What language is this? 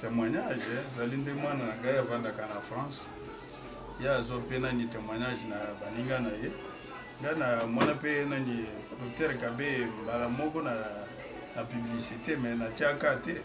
Lingala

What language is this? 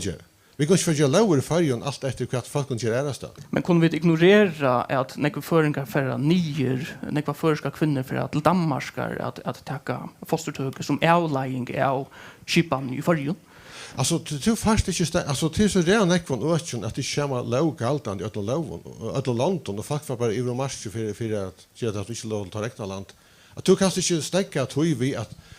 Faroese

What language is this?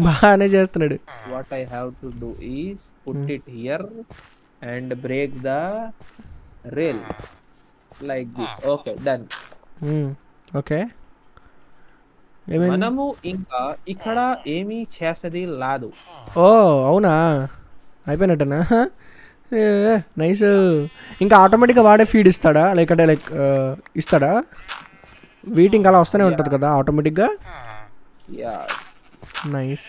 Telugu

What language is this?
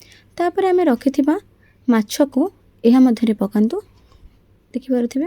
Odia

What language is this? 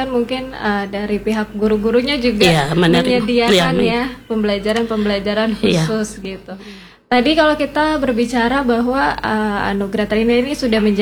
Indonesian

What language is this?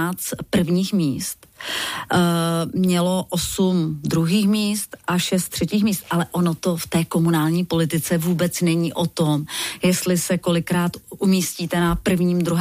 Czech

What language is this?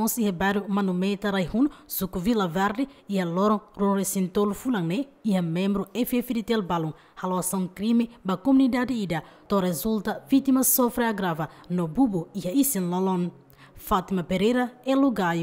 Tetum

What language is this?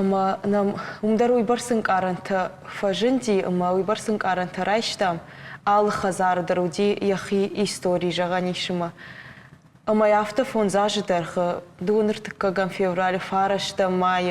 Ossetic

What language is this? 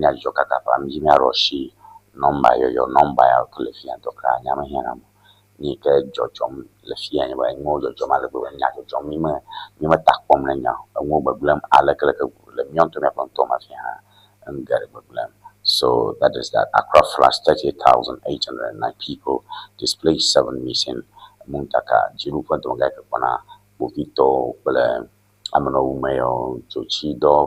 Ewe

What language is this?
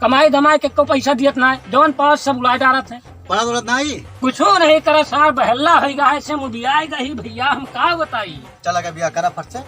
Awadhi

